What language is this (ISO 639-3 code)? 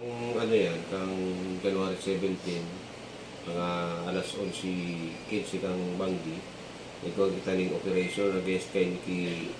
bik